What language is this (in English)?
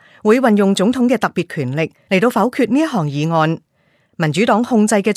Cantonese